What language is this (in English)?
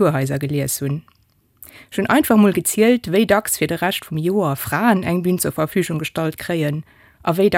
Luxembourgish